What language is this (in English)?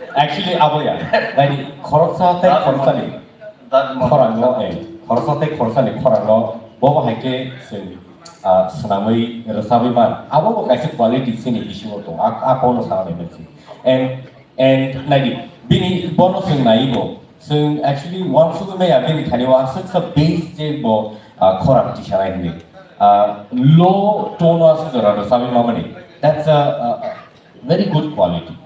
Kok Borok